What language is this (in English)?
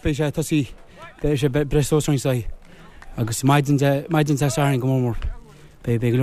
Irish